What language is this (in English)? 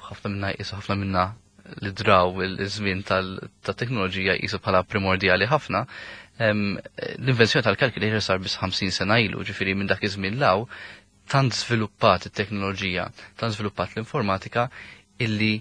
Maltese